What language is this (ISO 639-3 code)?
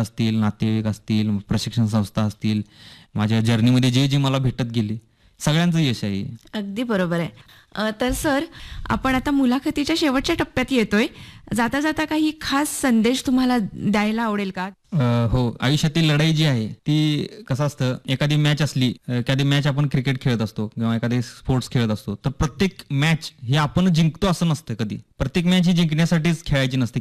mar